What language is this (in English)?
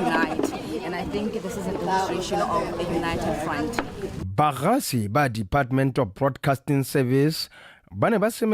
Tswana